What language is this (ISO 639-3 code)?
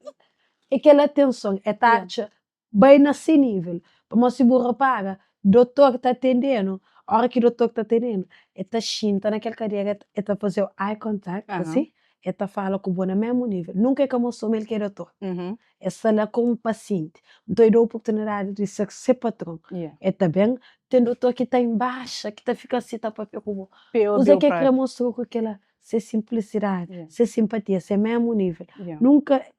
kea